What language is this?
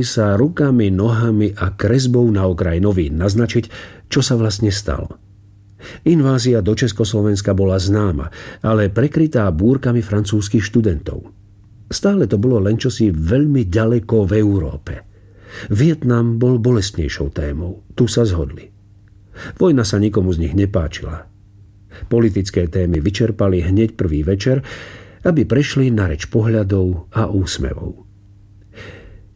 Slovak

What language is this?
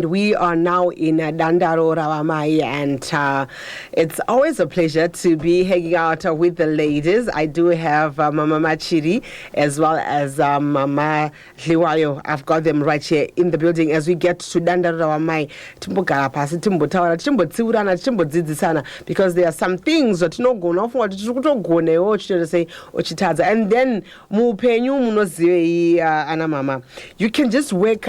Shona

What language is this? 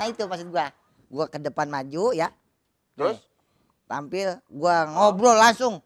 Betawi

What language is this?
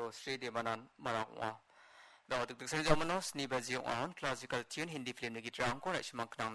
Garo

